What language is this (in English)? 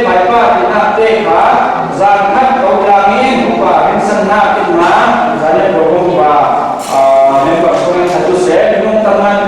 Falam Chin